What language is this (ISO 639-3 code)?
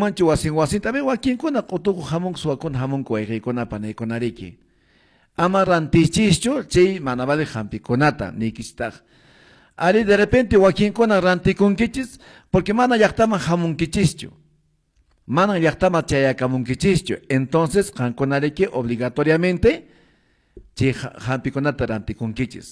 que